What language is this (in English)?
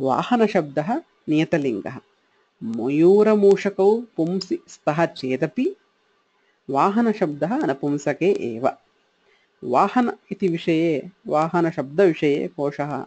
Sanskrit